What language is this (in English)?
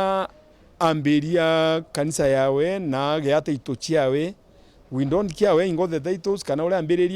Meru